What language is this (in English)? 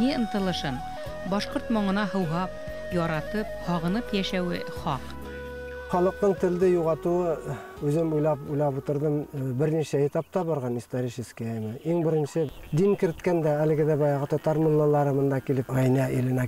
Bashkir